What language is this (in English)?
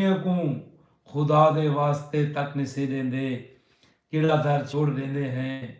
Saraiki